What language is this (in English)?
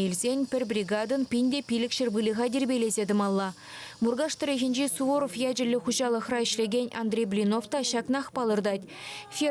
Chuvash